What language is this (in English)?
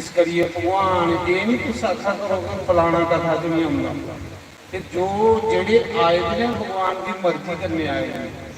Dogri